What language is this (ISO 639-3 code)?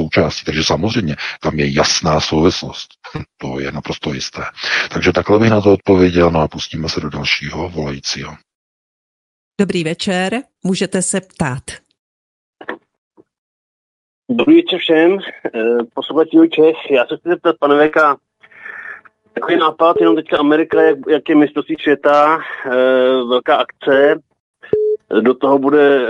ces